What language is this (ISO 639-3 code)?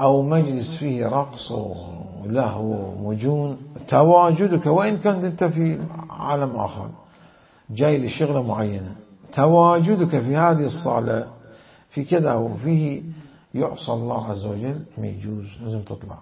acm